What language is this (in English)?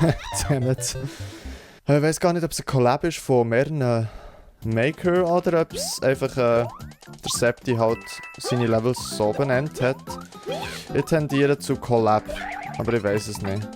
Swiss German